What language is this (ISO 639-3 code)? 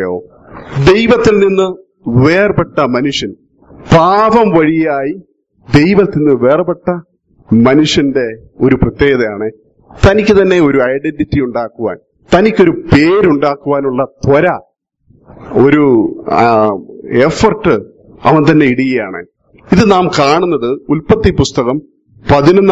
mal